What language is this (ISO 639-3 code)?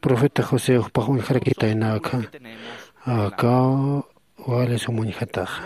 aym